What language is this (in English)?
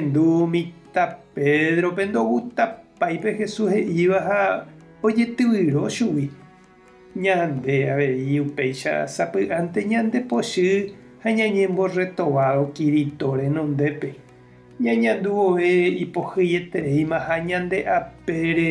Guarani